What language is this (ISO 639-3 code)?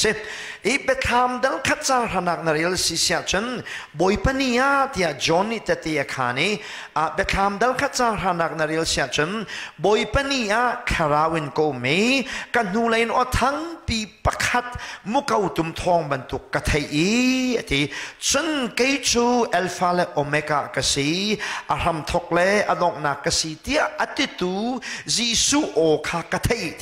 cnh